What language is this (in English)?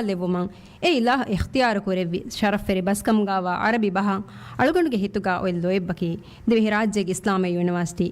Divehi